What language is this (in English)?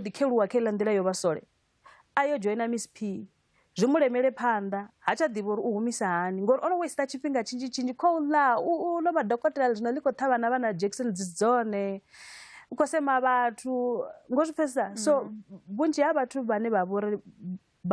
Venda